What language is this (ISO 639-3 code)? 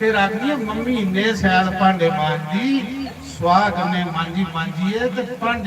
doi